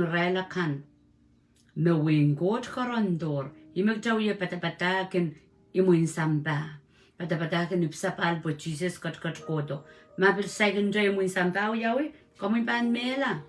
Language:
Pohnpeian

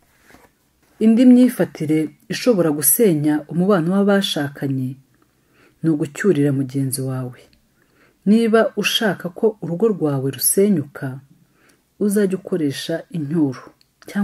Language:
Kinyarwanda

